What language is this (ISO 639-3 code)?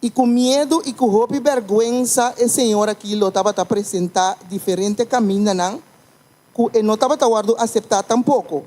pap